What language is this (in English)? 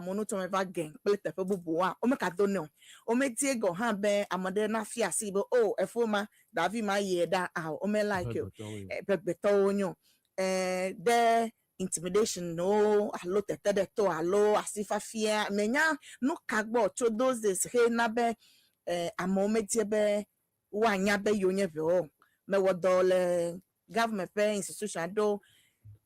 Ewe